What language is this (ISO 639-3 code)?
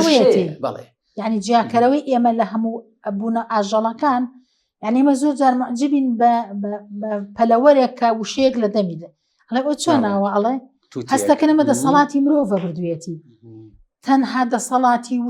ckb